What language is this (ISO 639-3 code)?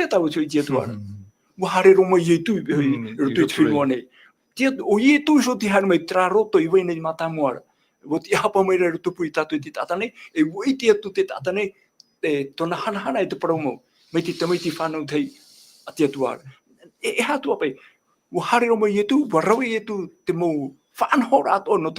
tah